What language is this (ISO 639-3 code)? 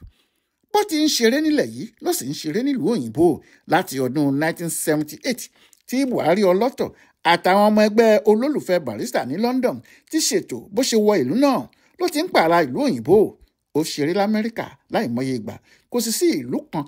yor